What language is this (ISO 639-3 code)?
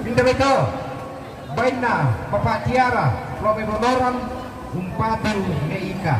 sda